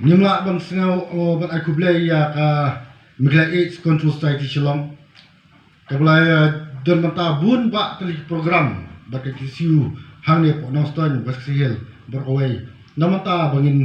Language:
Khasi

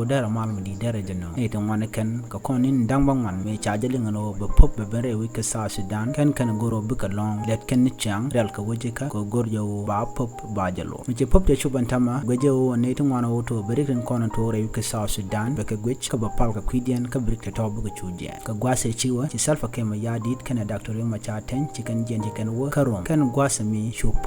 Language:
Nuer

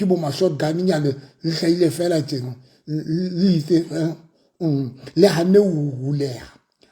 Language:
Southern Sotho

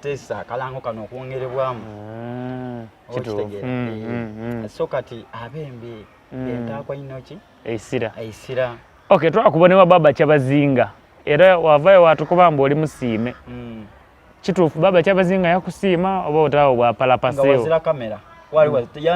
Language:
Soga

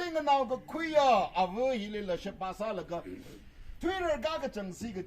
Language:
Tangkhul Naga (India)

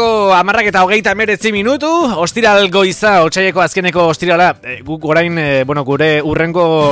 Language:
Basque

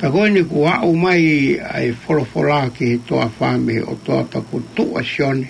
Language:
Tongan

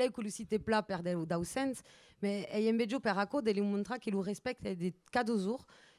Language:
Occitan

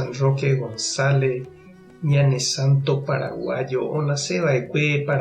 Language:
Guarani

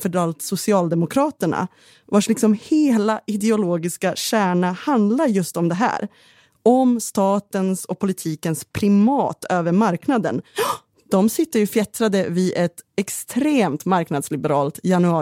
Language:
Swedish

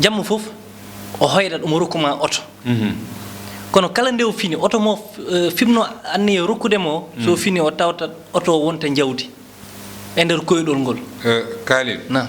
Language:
Fula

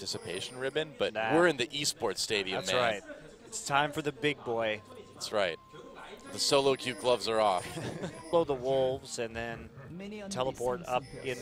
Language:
English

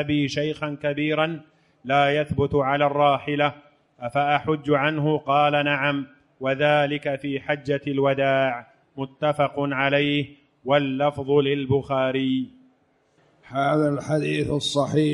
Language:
Arabic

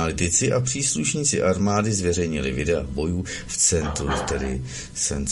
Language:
Czech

